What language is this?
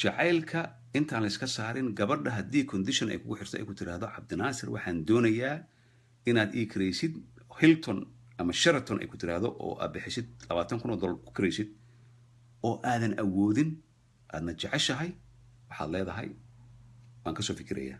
Somali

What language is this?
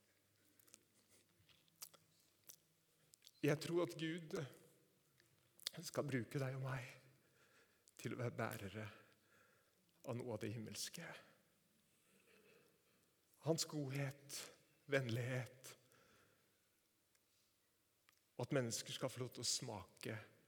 Norwegian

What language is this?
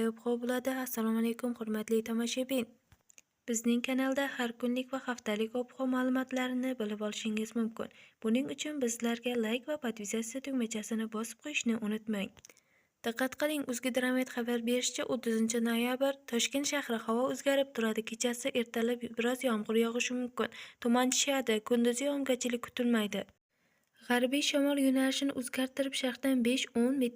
Uzbek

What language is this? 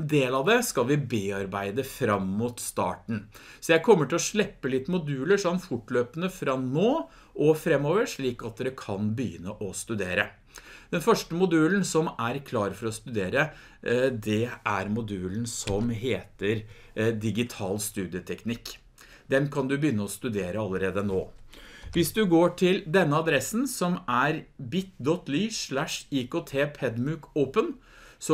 Norwegian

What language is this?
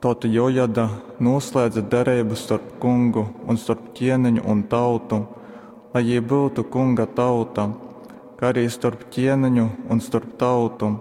Latgalian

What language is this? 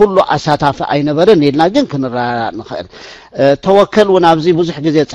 Tigrinya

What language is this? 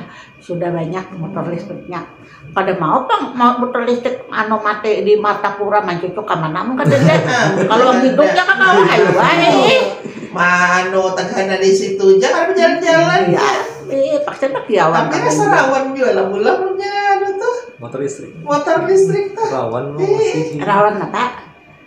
Banjar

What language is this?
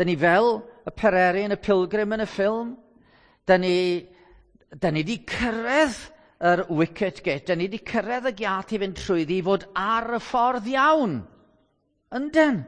Welsh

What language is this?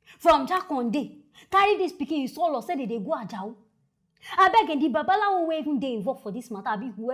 Nigerian Pidgin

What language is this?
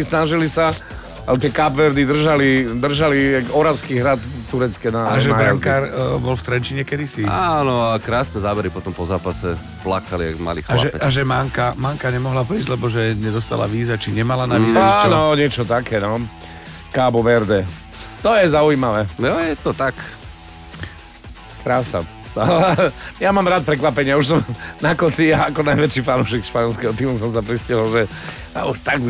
Slovak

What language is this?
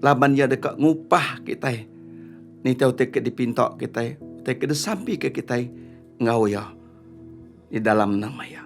Iban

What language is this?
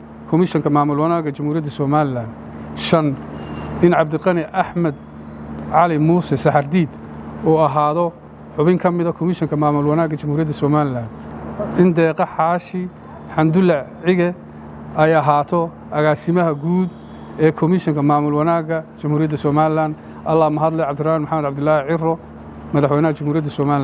Somali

